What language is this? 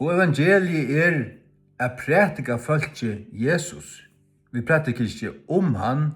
Faroese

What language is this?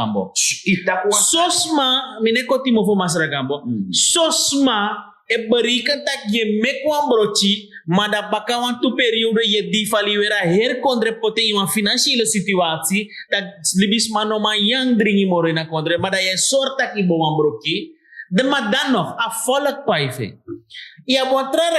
Sranan Tongo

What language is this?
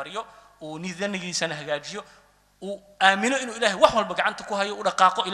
Somali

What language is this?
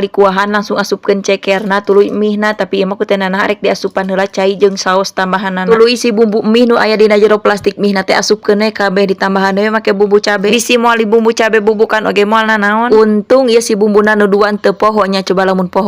Sundanese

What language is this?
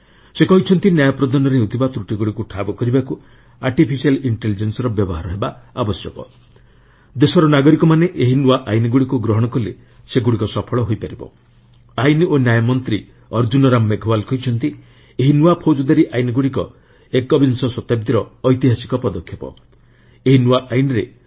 Odia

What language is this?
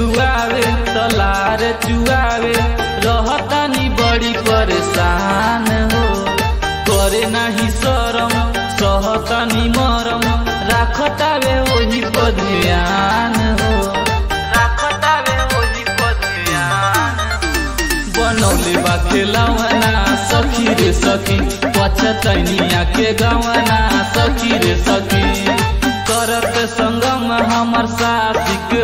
Bhojpuri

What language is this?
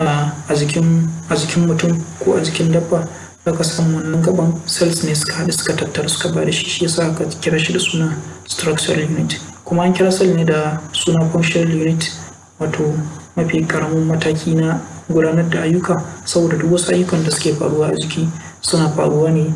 Hausa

